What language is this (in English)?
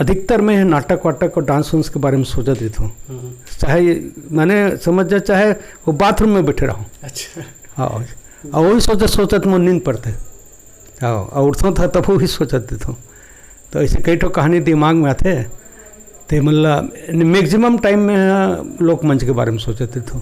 Chhattisgarhi